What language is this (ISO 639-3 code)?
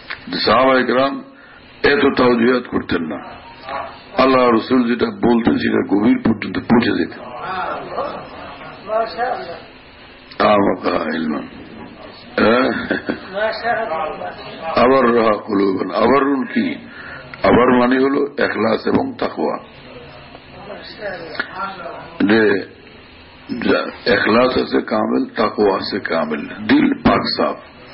ben